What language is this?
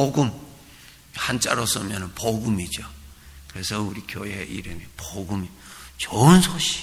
Korean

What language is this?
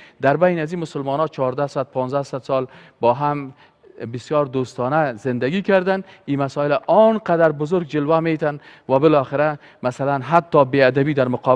Persian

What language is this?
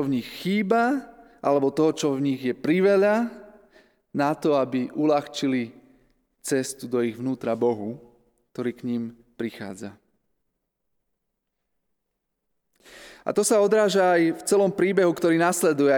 Slovak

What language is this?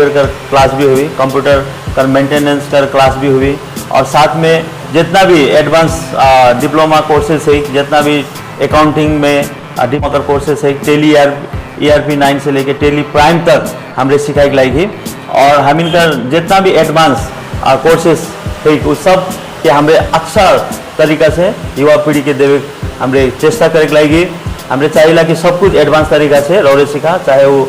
Sadri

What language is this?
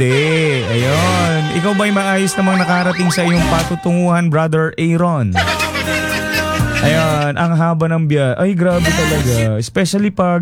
Filipino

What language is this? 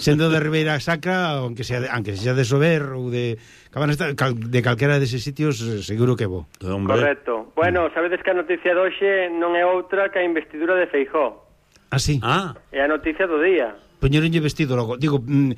Galician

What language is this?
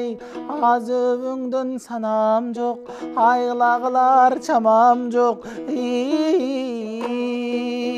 Kyrgyz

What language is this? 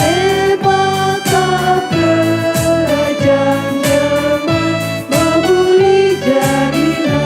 Batak Karo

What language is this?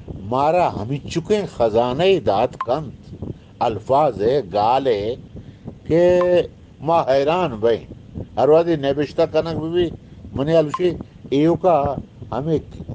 Eastern Balochi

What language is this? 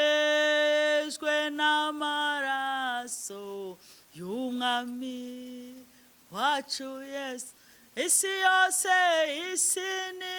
Kinyarwanda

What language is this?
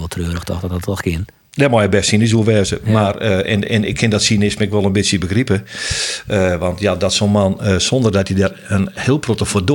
Western Frisian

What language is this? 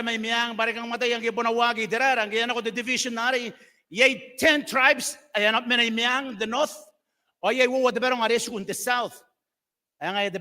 Gilbertese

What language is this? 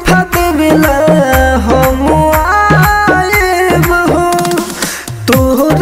Bhojpuri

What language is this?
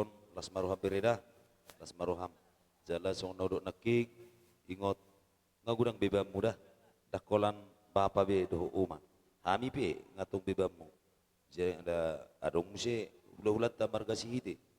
Batak Toba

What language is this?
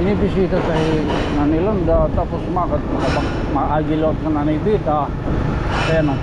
Waray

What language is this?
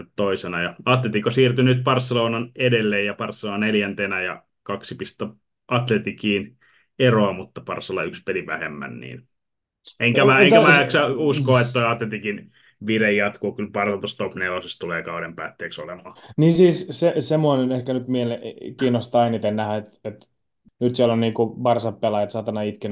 Finnish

